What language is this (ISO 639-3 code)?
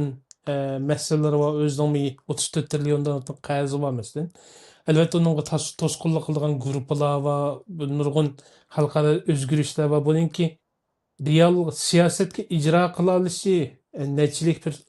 uig